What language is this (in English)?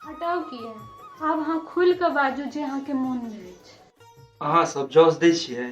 Maithili